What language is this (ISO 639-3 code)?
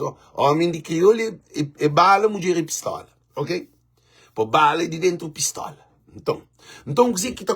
kea